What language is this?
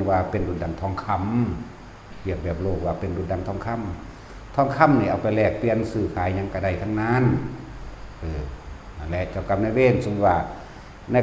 Northeastern Thai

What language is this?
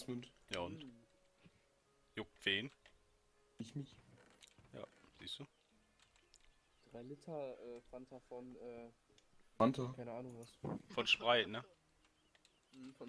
German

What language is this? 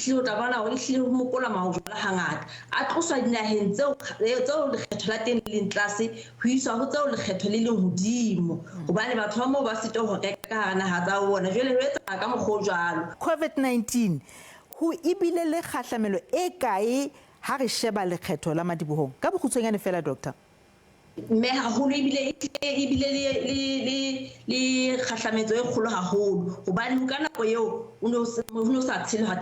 Southern Sotho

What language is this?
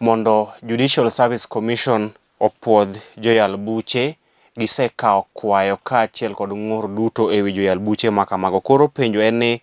Luo (Kenya and Tanzania)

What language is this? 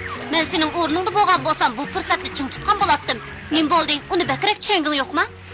Uyghur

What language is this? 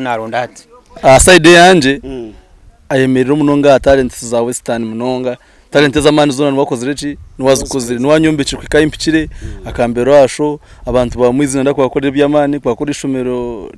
Nyankole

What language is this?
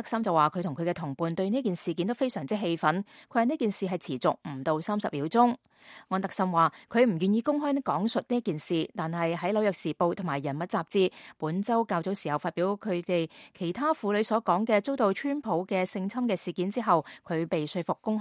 Cantonese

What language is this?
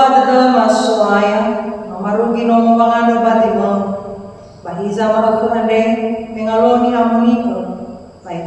Nias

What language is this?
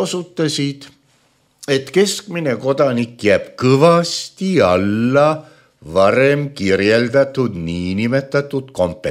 Estonian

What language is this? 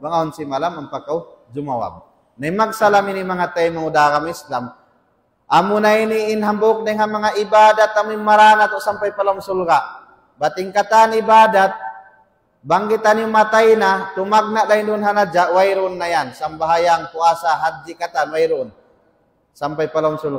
Tausug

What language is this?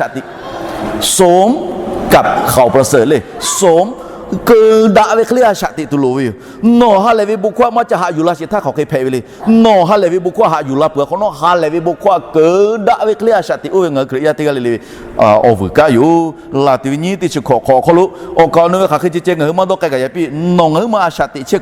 Lahu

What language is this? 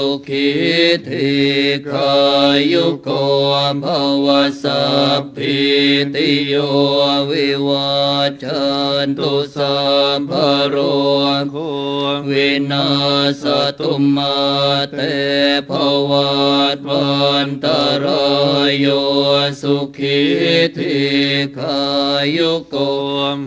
Pali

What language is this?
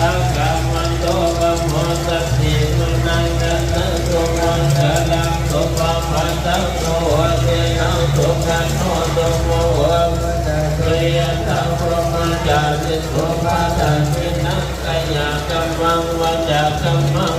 Pali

